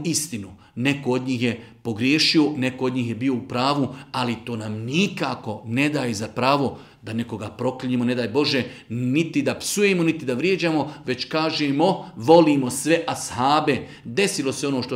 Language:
Bosnian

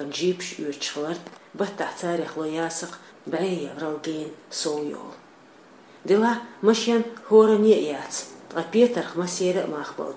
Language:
Chechen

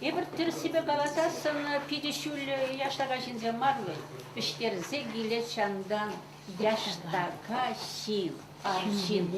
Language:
Chuvash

